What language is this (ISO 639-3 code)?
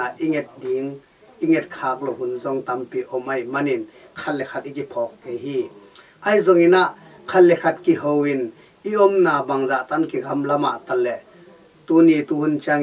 ctd